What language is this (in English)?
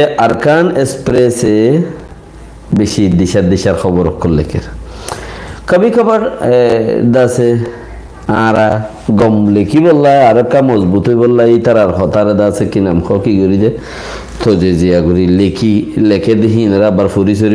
Rohingya